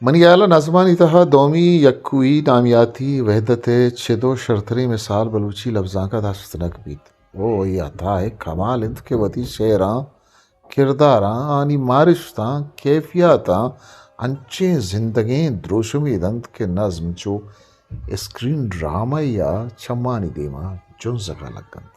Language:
Eastern Balochi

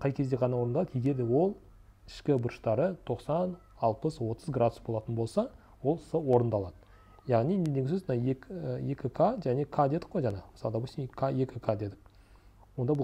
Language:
Kazakh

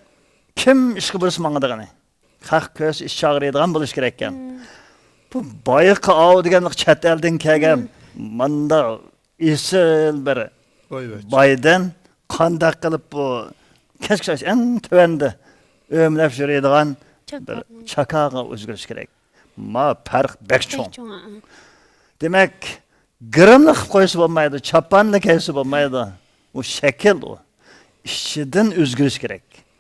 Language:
Uyghur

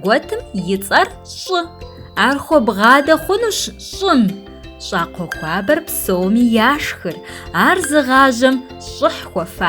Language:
Kabardian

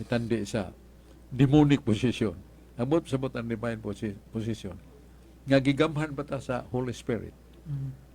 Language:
Cebuano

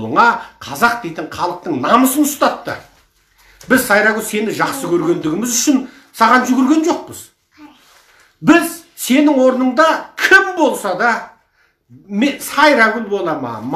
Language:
Kazakh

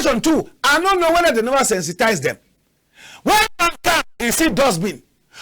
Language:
Cameroon Pidgin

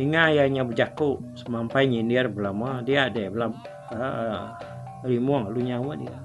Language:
Iban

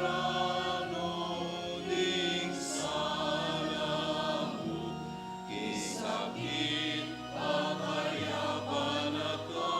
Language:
Pampanga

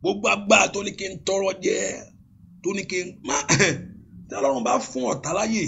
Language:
Yoruba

